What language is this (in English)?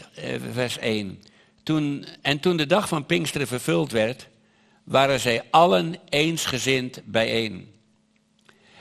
Dutch